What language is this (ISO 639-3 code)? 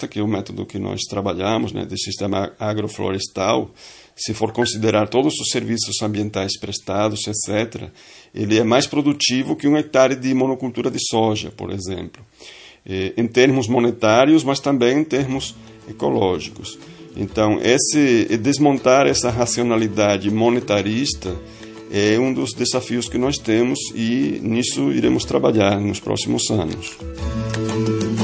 por